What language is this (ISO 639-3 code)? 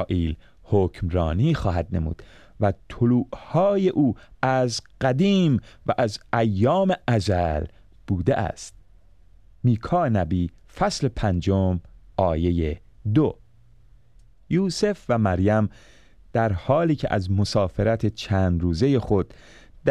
fas